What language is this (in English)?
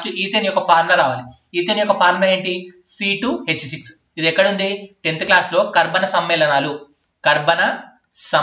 Telugu